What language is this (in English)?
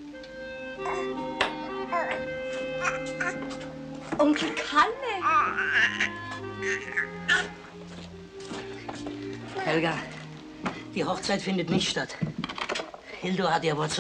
German